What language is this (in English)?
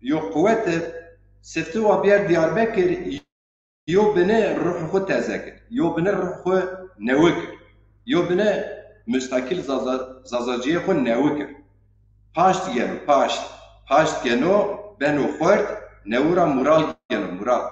Zaza